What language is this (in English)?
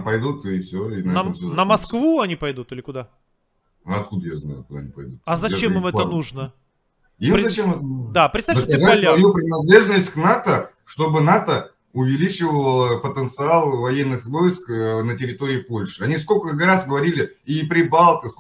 Russian